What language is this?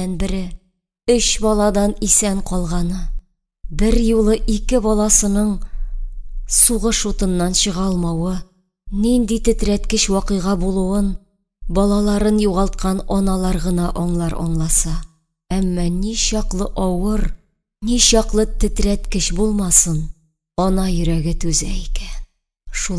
Tatar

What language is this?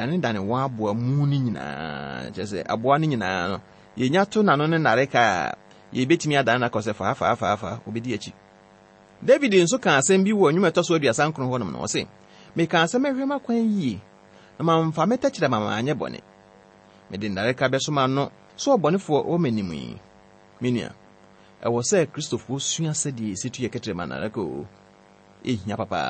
Akan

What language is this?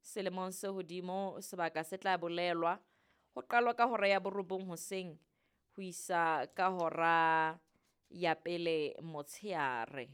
Southern Sotho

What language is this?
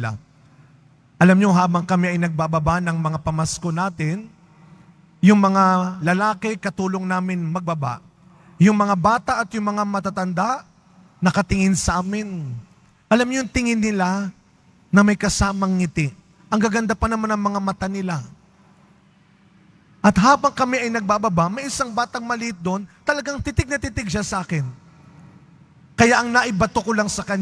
Filipino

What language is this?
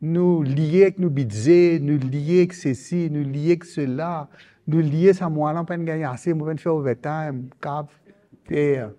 Morisyen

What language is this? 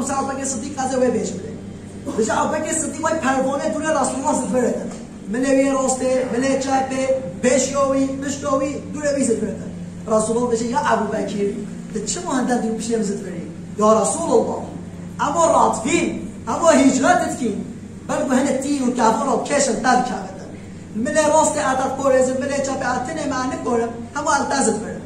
Kurdish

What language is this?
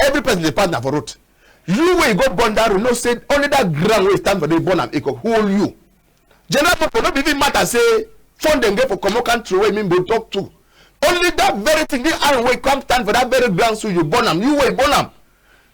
Cameroon Pidgin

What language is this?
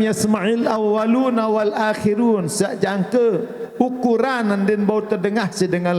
Sasak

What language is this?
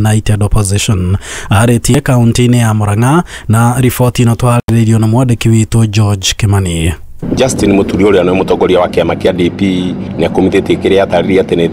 Kikuyu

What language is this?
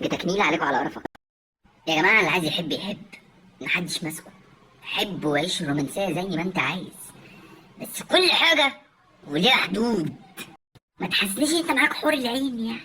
Egyptian Arabic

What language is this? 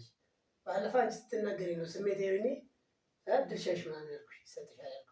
Amharic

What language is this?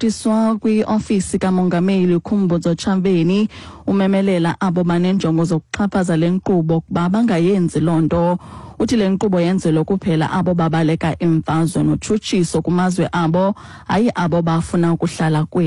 Xhosa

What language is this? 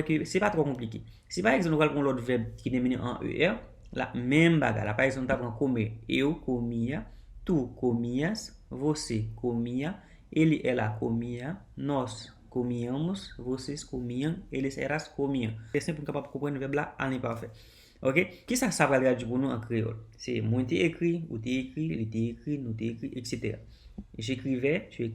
Haitian Creole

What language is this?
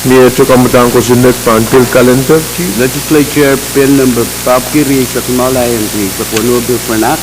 Pohnpeian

